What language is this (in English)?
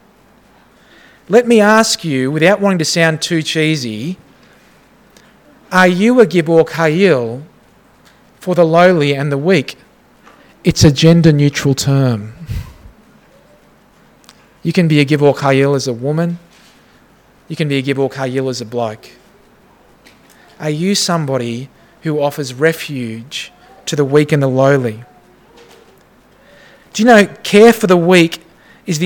English